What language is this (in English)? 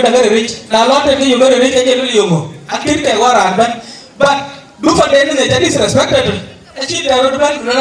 Dinka